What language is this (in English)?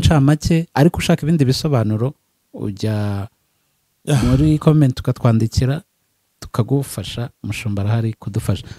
Kinyarwanda